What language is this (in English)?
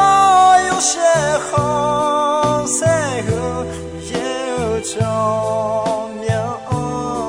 Akha